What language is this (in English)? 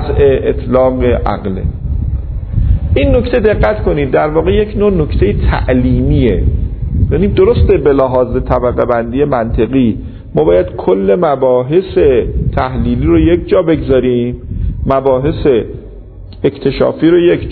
Persian